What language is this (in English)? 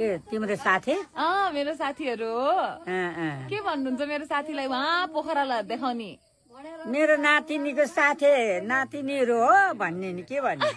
Nepali